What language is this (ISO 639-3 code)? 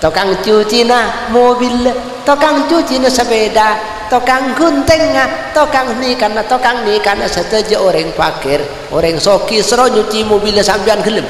mad